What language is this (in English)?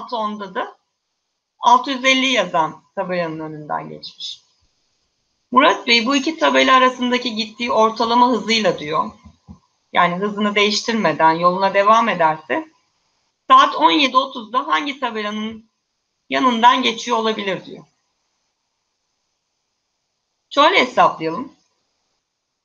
Turkish